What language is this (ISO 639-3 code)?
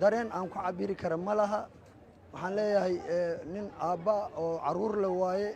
som